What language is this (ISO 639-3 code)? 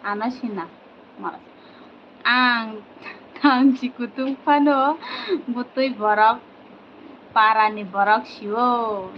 trp